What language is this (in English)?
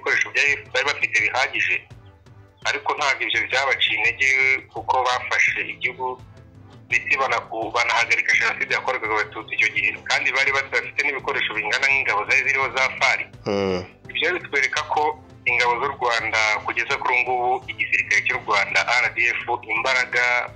Kinyarwanda